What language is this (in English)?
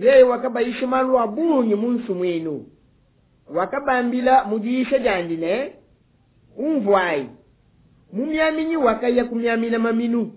Luba-Lulua